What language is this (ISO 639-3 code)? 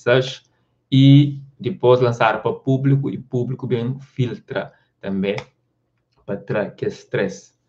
kea